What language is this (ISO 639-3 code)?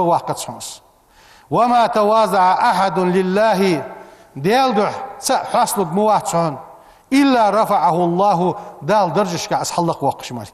inh